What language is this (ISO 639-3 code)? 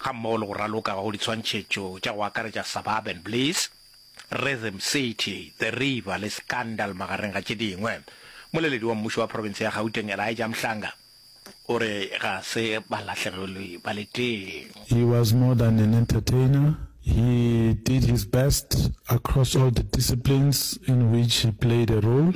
nso